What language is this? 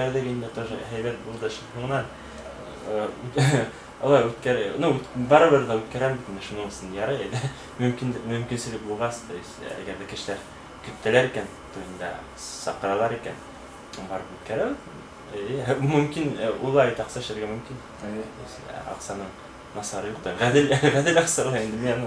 Bashkir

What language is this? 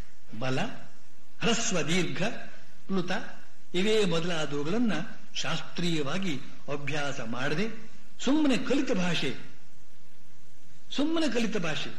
Kannada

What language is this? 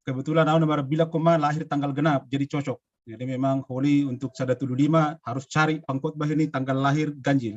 Batak Simalungun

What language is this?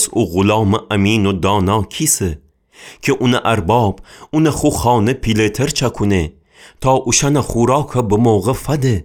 Gilaki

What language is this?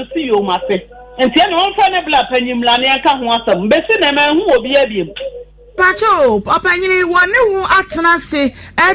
Akan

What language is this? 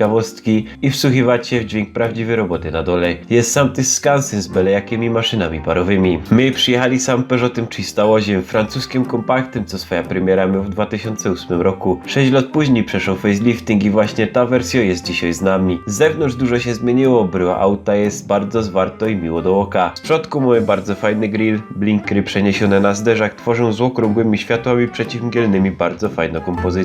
Silesian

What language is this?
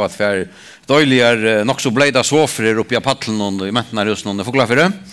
Faroese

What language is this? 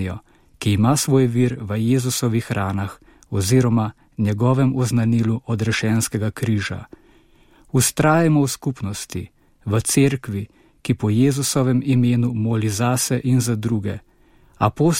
Slovenian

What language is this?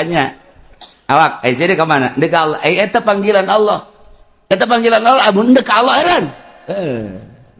Sundanese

